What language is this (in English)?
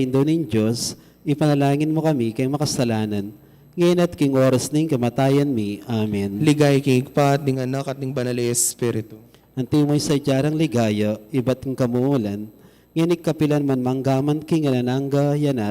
Pampanga